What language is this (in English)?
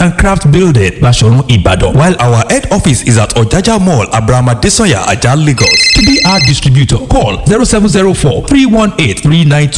Yoruba